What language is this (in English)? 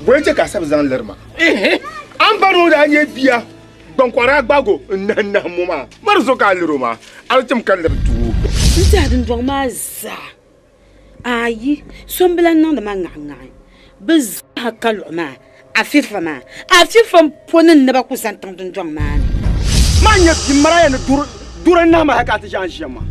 Dagbani